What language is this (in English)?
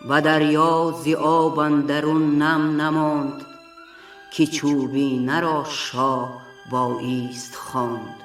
Tajik